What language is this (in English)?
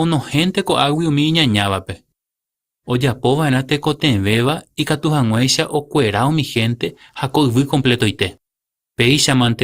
Guarani